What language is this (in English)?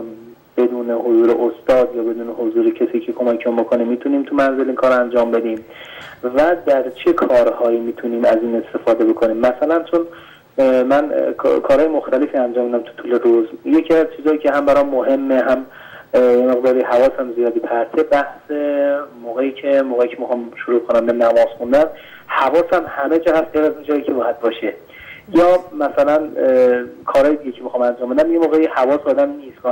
Persian